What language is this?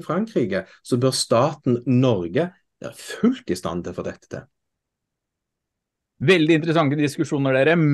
Norwegian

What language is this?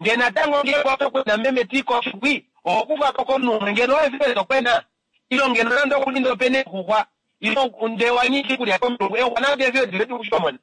Kuanyama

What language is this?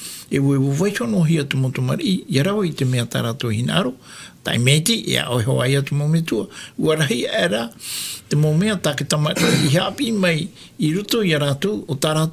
Tahitian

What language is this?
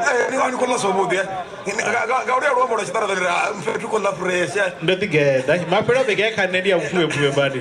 Venda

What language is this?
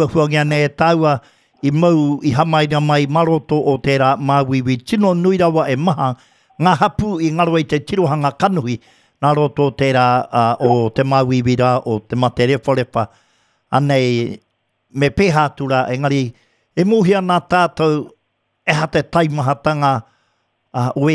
Māori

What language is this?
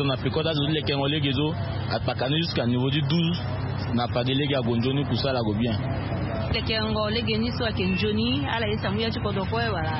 Sango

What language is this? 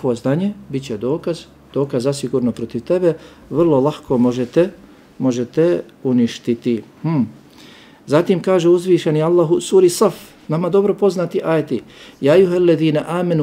Bosnian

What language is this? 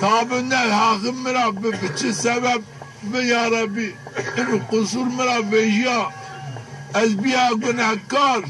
Zaza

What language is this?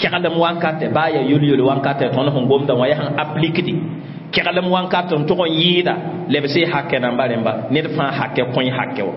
Mossi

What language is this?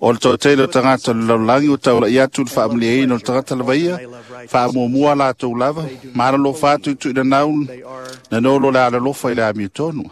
Samoan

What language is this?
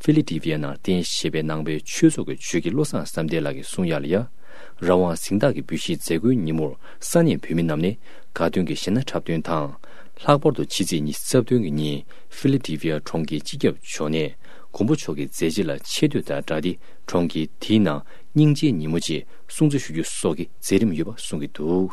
Tibetan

